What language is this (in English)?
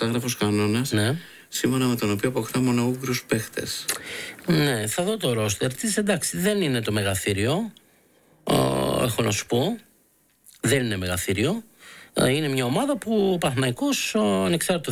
Greek